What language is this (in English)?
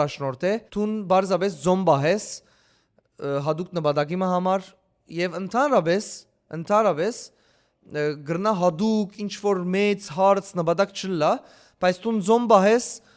Western Armenian